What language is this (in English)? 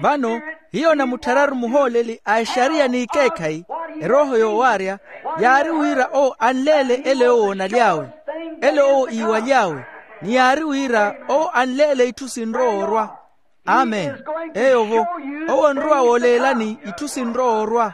Makhuwa